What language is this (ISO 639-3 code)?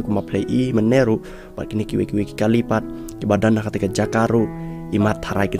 kha